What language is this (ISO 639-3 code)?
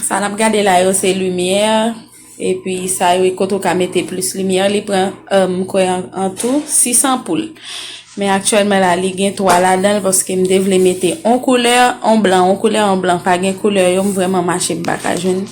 hat